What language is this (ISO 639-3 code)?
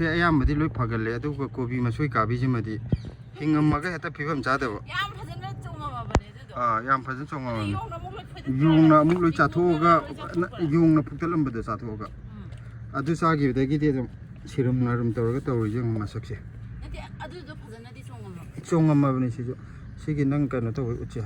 mni